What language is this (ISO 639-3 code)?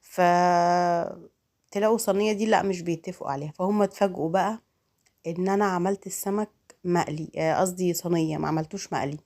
arz